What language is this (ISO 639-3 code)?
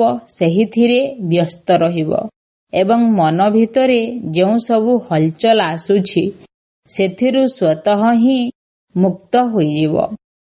ori